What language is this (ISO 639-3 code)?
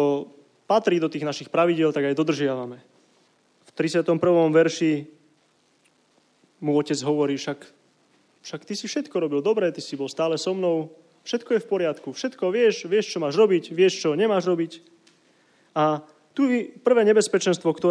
slk